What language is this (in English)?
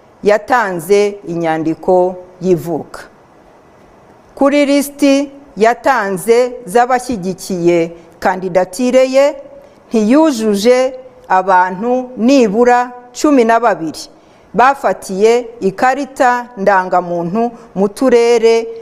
Kinyarwanda